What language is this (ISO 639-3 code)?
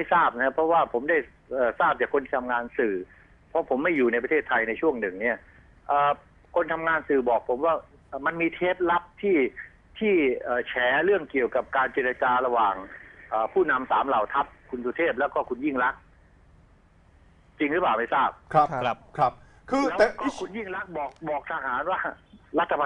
tha